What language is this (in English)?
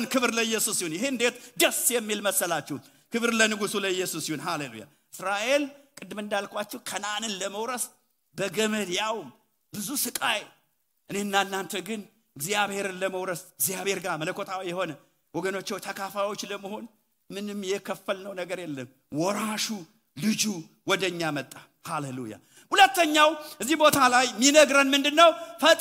Amharic